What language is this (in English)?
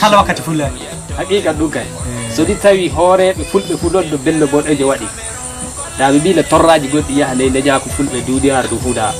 Nigerian Fulfulde